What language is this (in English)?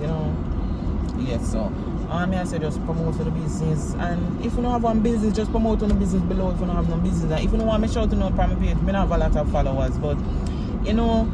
Jamaican Creole English